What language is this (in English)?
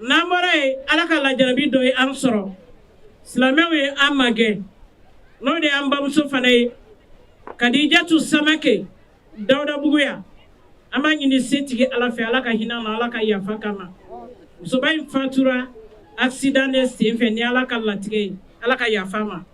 Bambara